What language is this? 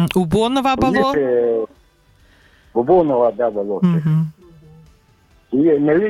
Buriat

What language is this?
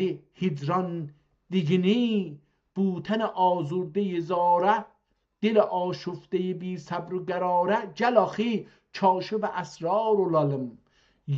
South Azerbaijani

